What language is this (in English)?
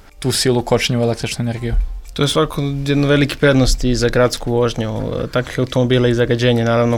Serbian